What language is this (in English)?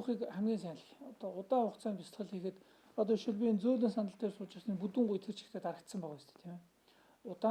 Mongolian